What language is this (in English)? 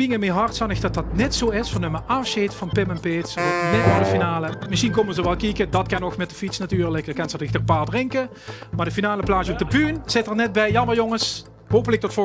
Limburgish